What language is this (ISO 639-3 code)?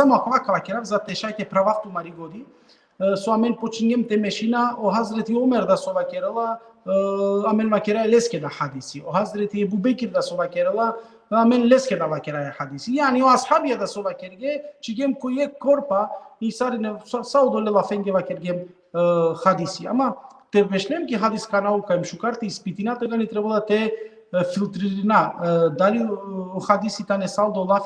rmn